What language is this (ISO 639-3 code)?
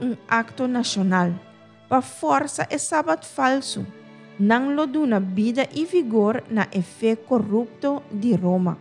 pap